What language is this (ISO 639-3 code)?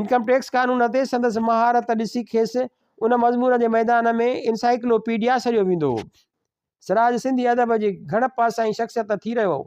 snd